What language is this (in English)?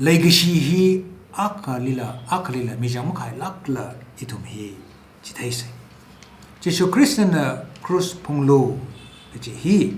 Tangkhul Naga (India)